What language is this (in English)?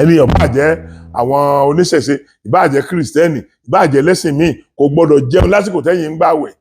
Yoruba